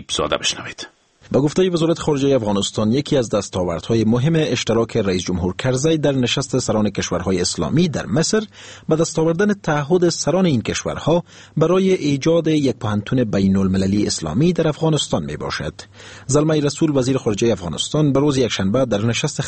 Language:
Persian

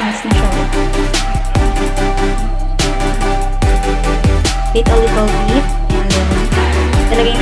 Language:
Filipino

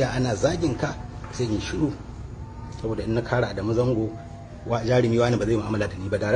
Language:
Hausa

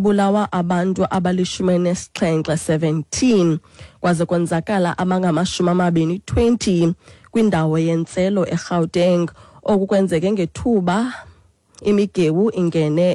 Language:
Xhosa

